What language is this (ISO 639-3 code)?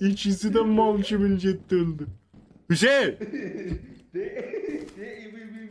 azb